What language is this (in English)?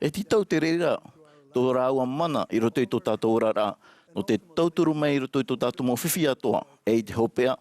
Tahitian